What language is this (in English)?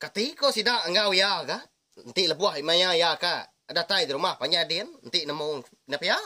Iban